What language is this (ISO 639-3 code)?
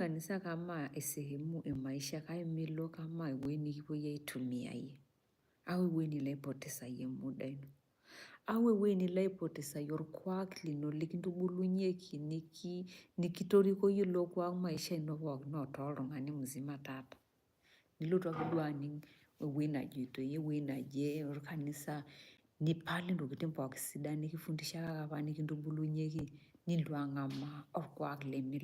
mas